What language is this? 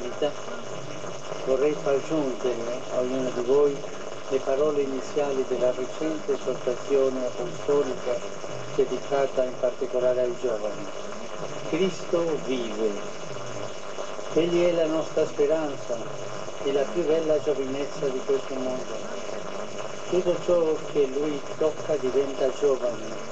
Italian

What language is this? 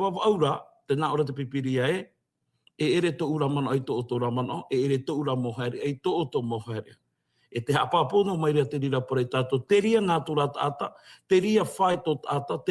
Tahitian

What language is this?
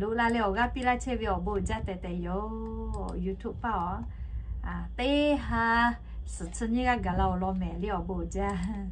Lahu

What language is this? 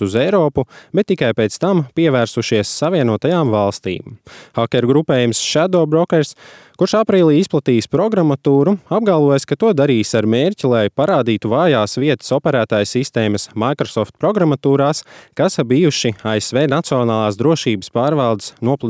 Latvian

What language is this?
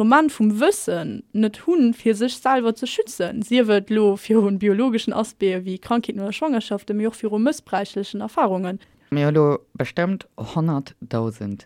Luxembourgish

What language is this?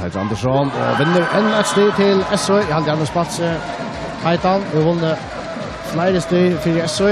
Faroese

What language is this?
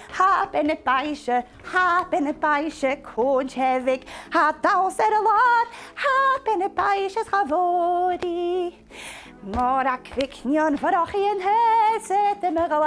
Scottish Gaelic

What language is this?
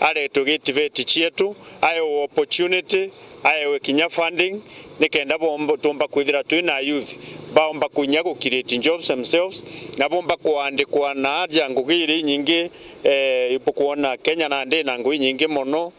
Meru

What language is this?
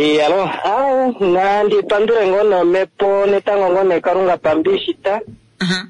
Kuanyama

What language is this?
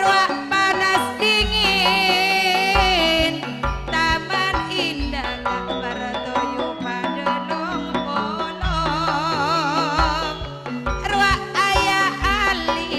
Madurese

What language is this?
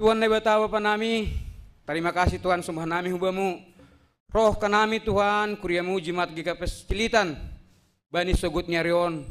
Batak Simalungun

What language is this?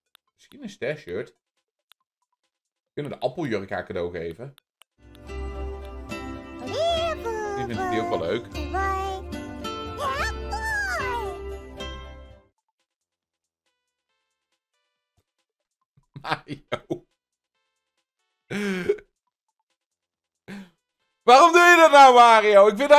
Dutch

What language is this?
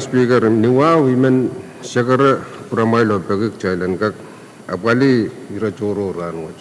Pohnpeian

